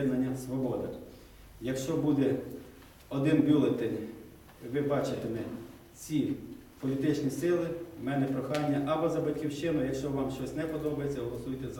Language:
Ukrainian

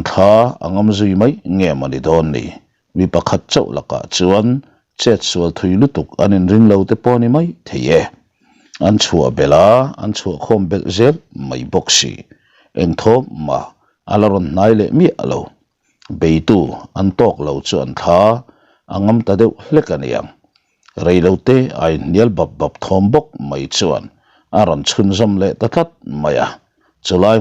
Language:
Mizo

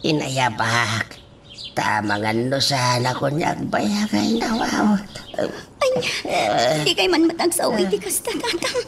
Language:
Iloko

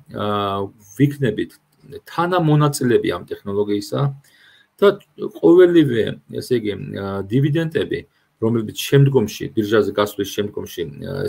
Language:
Georgian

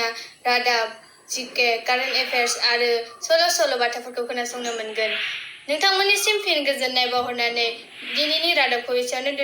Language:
Bodo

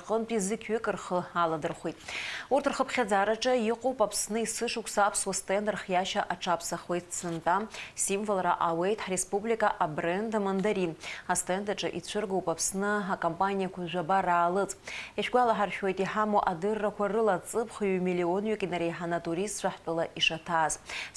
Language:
Abkhazian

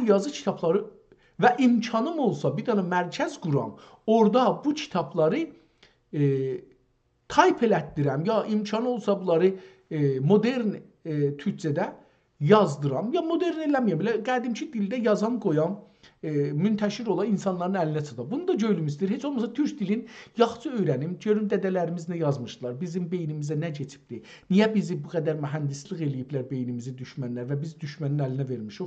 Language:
South Azerbaijani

